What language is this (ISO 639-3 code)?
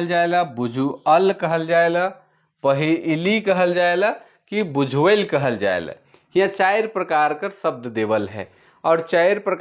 sck